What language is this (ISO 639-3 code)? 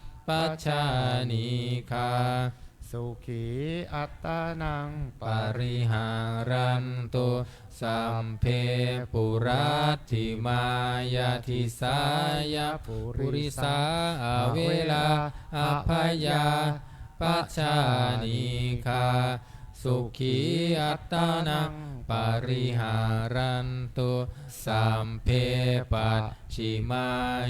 pli